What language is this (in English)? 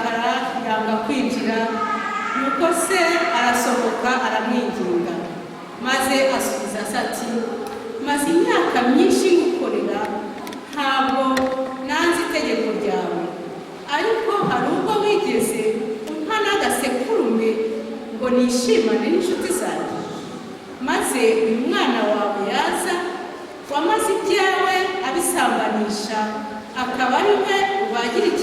Kinyarwanda